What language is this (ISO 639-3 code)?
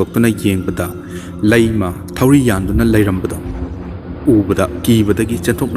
mni